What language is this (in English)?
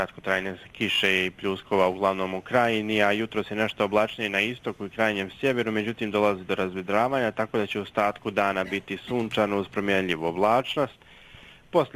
Bosnian